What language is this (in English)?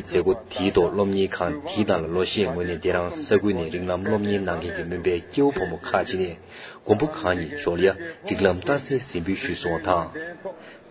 Tibetan